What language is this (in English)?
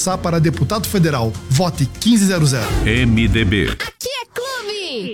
Portuguese